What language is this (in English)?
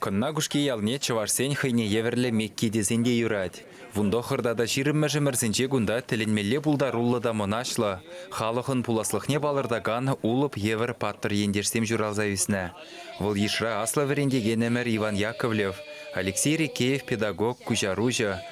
Chuvash